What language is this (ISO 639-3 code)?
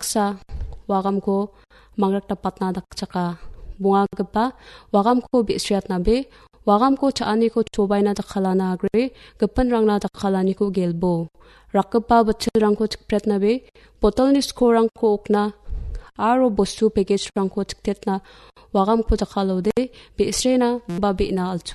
grt